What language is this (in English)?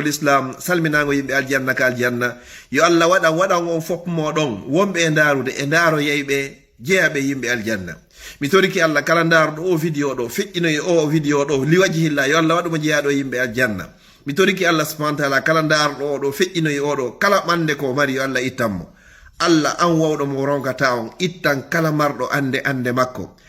Fula